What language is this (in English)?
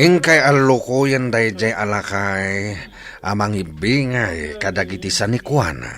Iloko